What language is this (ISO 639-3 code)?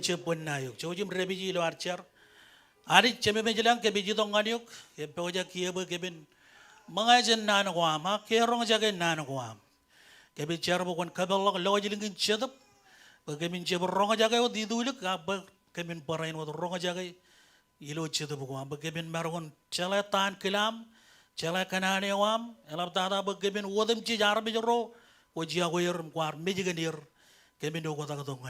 mah